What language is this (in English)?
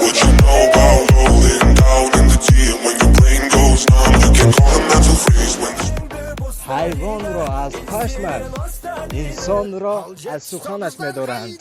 Tajik